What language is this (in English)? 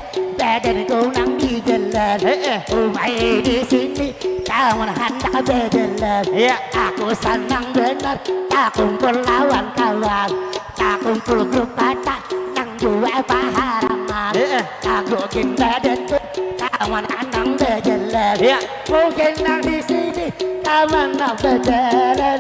Banjar